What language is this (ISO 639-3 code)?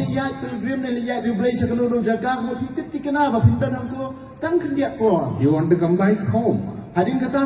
kha